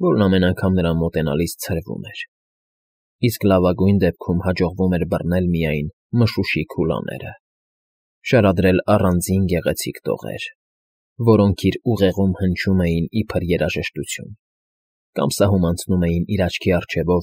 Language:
Armenian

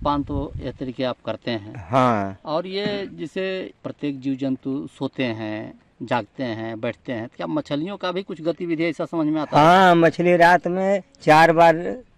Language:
Hindi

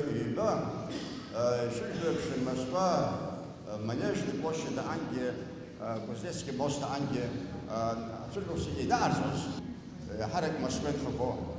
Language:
Abkhazian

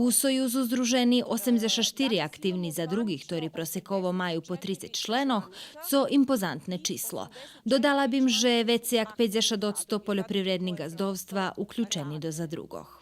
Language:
Rusyn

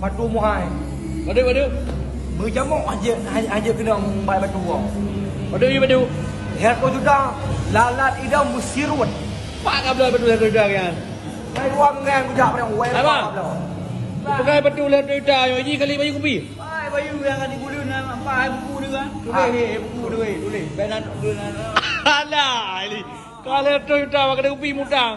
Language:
Achinese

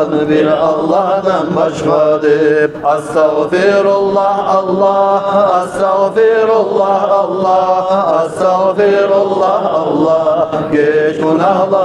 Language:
Kumyk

